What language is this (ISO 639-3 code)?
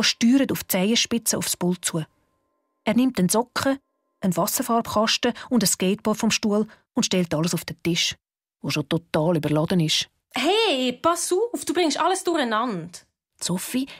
gsw